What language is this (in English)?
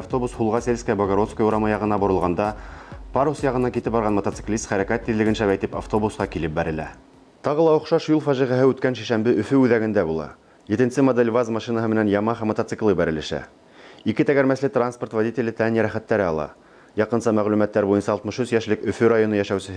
Bashkir